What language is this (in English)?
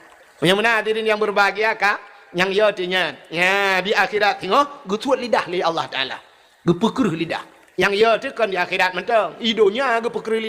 Achinese